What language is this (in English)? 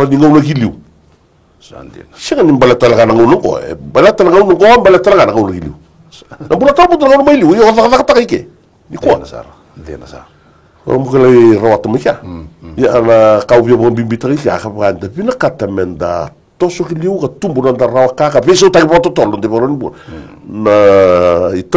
Fijian